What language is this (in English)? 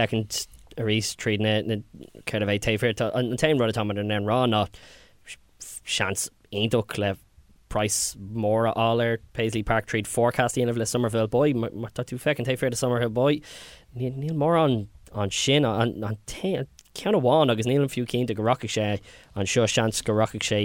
Irish